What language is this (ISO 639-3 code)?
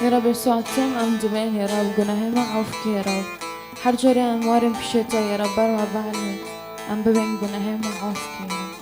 kur